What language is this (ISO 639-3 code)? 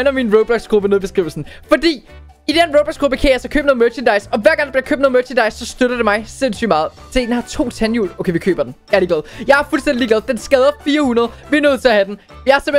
dan